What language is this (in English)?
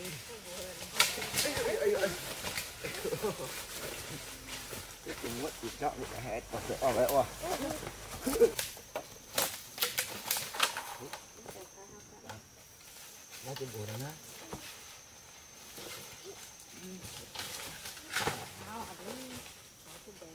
Vietnamese